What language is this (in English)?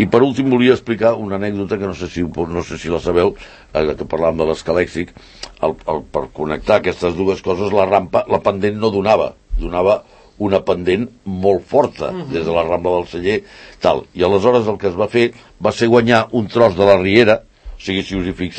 Catalan